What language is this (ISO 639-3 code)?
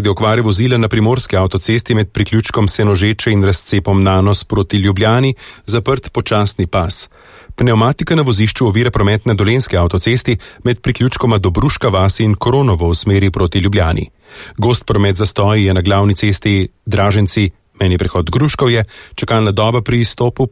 slv